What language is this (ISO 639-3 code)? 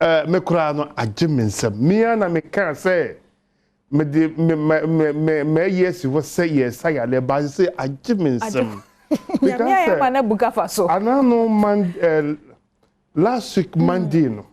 aka